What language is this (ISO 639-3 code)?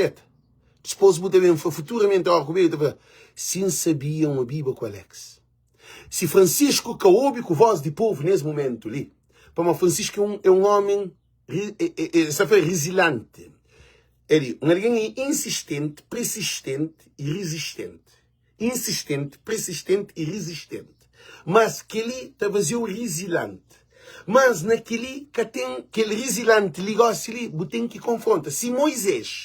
kea